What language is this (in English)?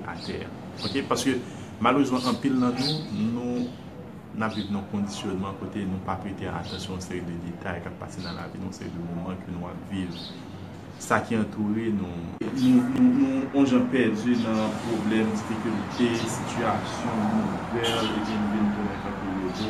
Haitian Creole